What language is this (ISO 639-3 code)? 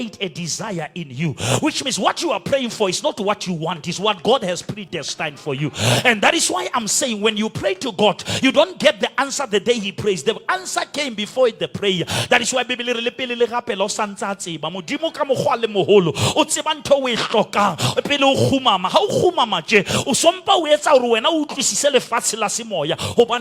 sot